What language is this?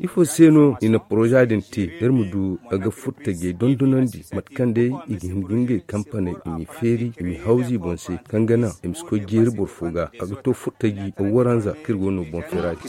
Zarma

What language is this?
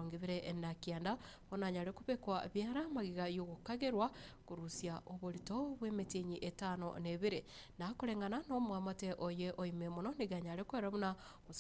Gusii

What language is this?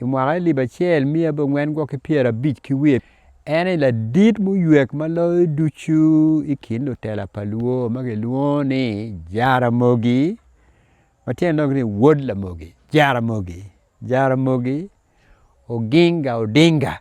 Acoli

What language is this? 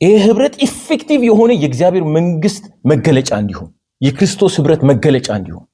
Amharic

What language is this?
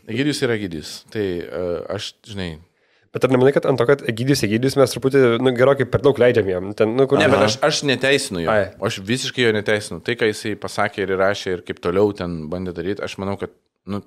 Lithuanian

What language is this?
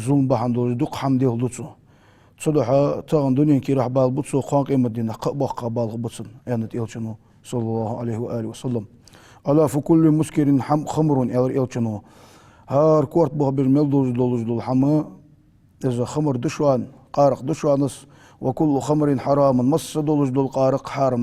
Ingush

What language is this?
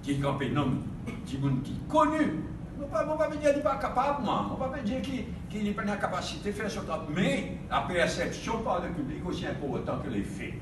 Morisyen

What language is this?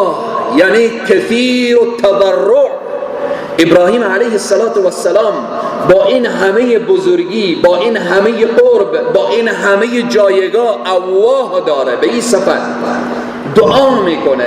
Persian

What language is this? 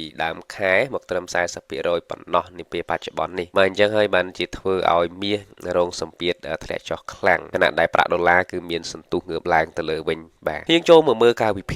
Khmer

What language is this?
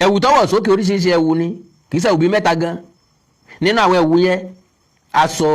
Yoruba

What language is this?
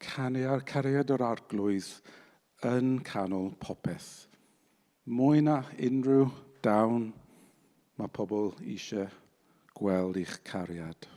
Welsh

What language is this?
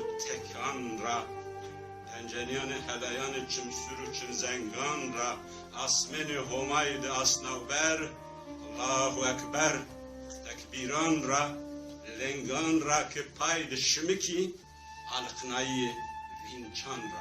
Zaza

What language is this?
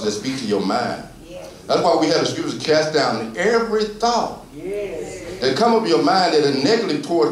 English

